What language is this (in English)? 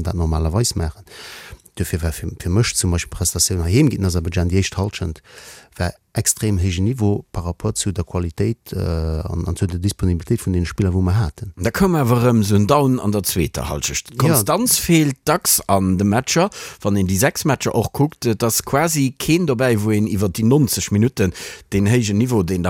Luxembourgish